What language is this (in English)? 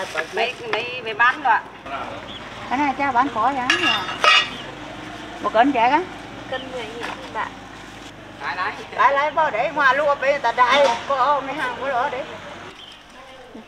Vietnamese